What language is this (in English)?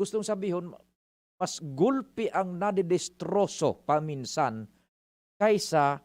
Bikol